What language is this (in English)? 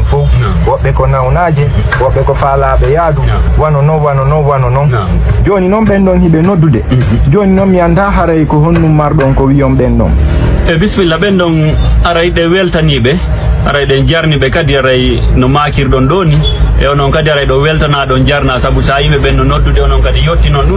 Fula